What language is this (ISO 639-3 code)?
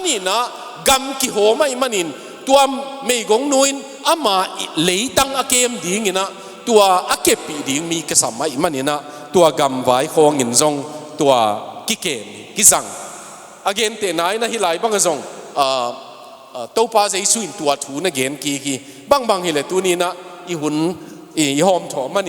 ctd